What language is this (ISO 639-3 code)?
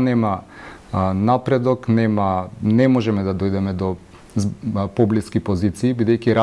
mkd